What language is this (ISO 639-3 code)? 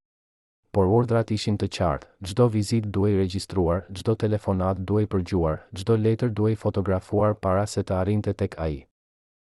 sqi